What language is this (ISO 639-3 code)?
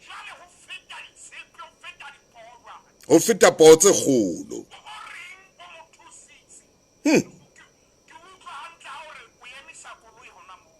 sot